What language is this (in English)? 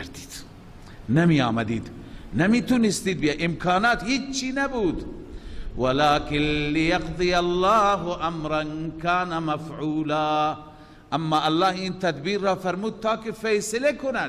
Persian